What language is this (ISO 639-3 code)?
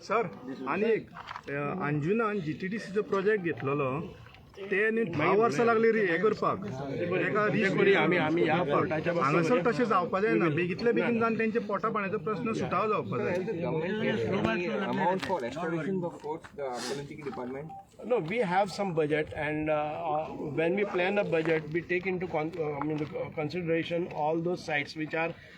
kok